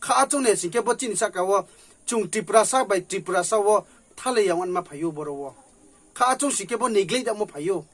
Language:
Riang (India)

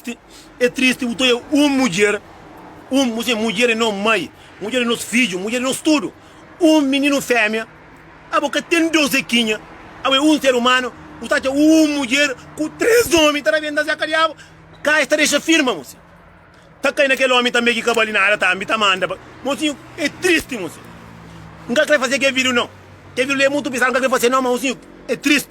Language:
Kabuverdianu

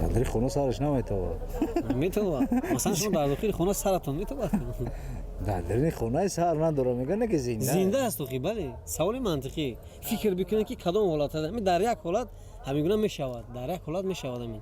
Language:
Tajik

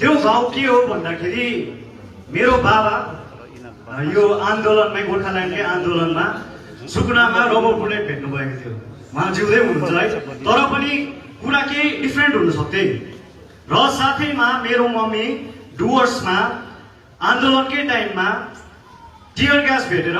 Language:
Nepali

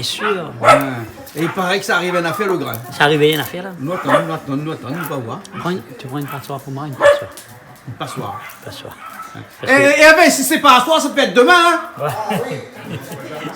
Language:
Réunion Creole French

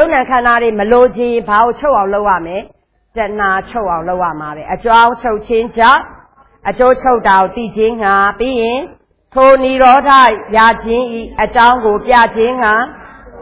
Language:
Burmese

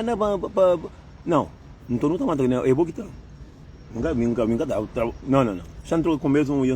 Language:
Kabuverdianu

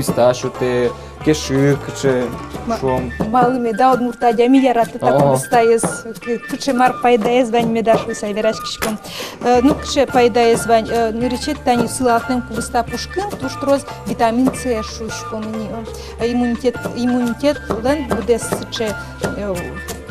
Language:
Udmurt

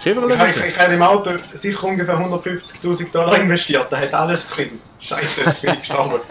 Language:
Swiss German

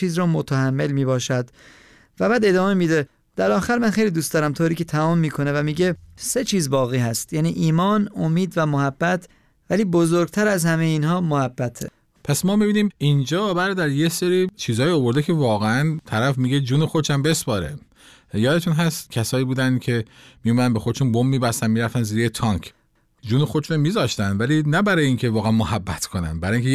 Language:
Persian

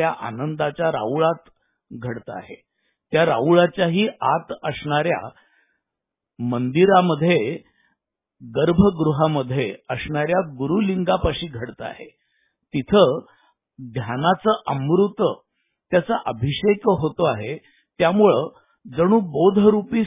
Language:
Marathi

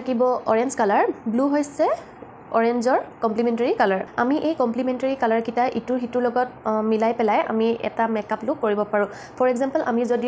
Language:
Assamese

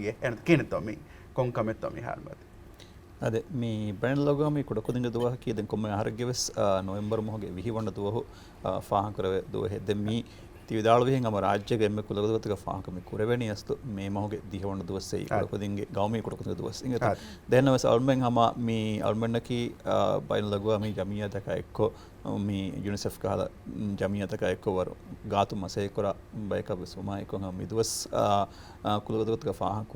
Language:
Divehi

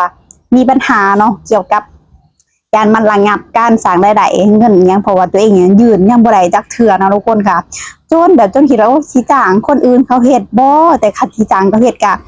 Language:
Lao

